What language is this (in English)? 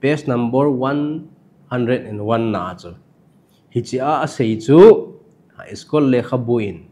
Thado Chin